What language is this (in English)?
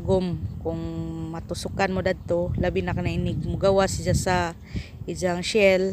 Cebuano